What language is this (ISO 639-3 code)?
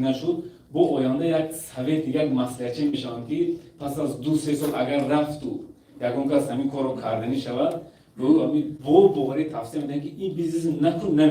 tgk